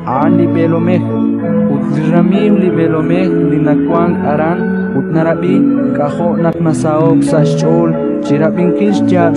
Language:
Kekchí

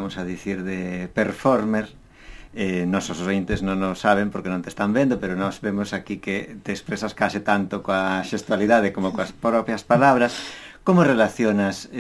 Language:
Galician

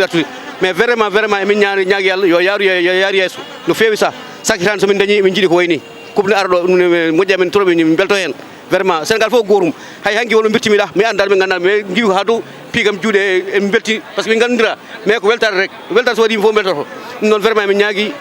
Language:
Fula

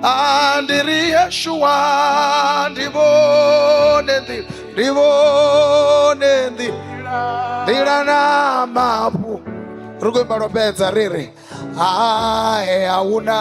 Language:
Venda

